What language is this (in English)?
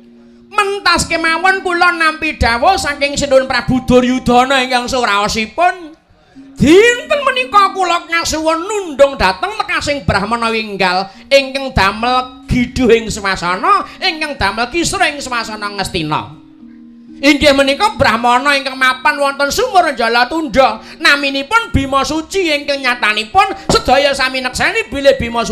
Javanese